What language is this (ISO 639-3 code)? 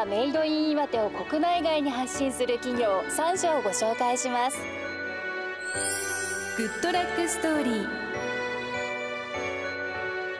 jpn